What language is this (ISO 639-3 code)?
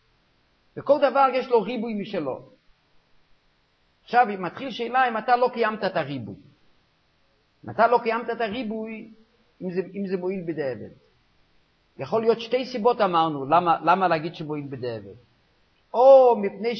heb